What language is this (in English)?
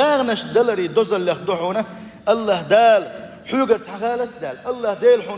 Chechen